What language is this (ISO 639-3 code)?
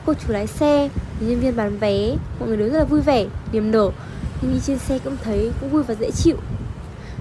vie